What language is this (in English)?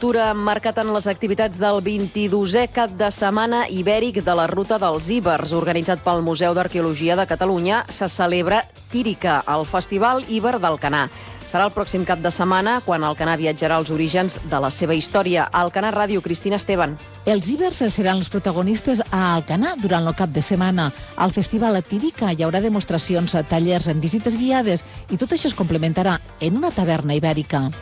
Catalan